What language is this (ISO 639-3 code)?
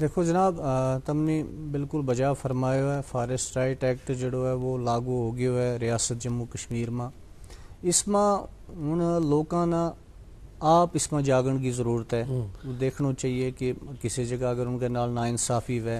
gju